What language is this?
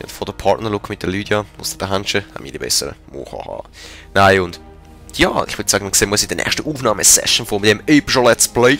Swiss German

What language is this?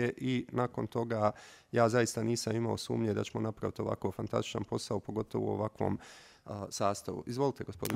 Bosnian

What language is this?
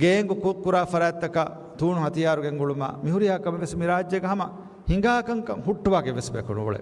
Divehi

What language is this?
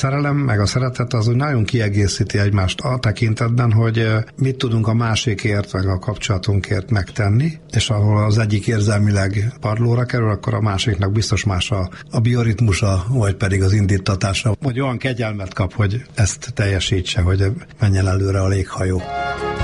Hungarian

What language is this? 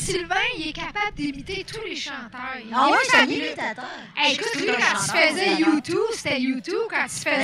French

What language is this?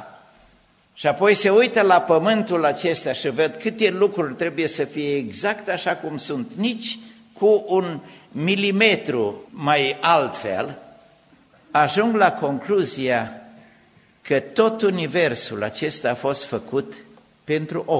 Romanian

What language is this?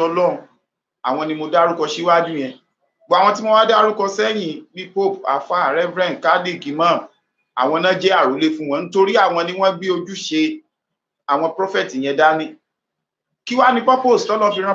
Yoruba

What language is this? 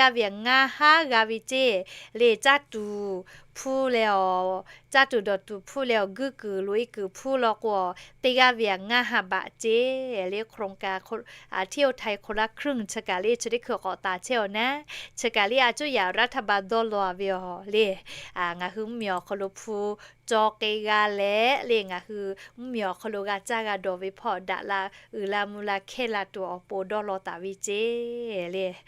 Lahu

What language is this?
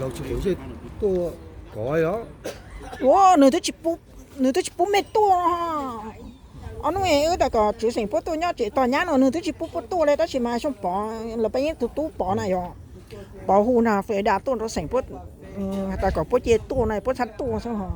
Hmong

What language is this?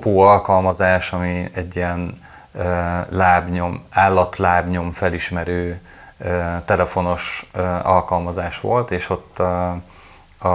Hungarian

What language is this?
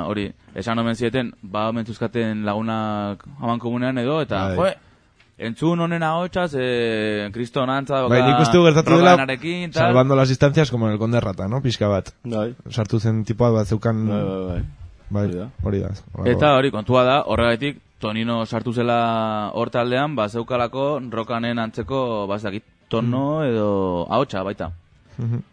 Basque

